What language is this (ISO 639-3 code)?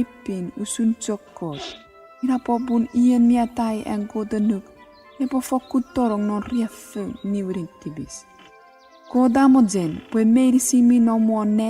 chk